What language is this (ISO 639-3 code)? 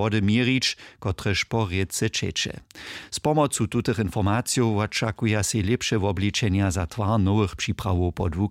hsb